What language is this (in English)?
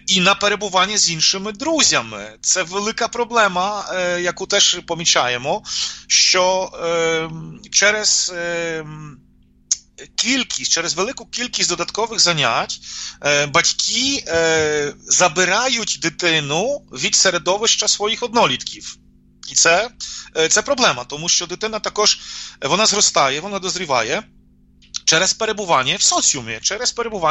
Ukrainian